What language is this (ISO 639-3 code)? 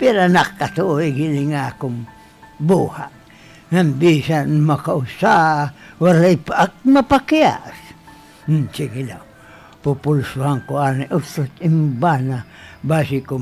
war